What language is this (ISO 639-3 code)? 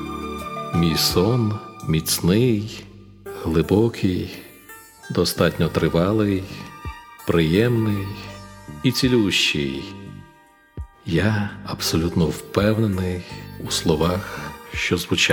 ukr